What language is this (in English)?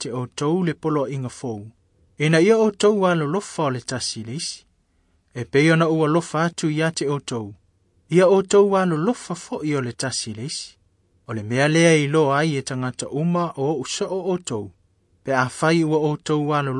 Samoan